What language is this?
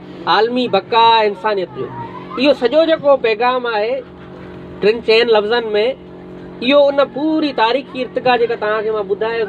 Sindhi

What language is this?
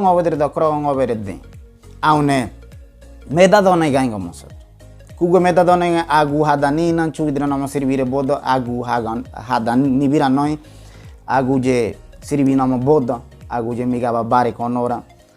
Ngäbere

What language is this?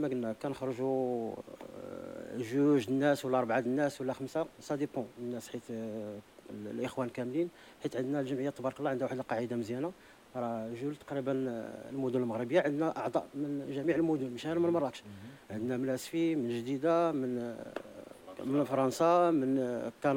Moroccan Arabic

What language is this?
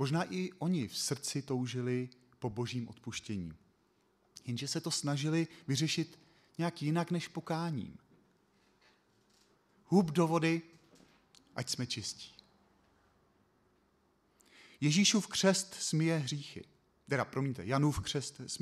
Czech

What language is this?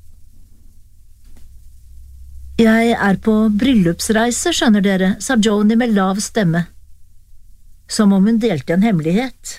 Norwegian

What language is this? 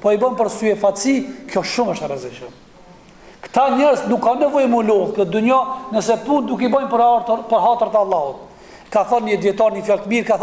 Albanian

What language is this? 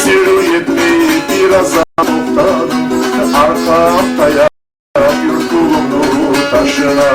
Kumyk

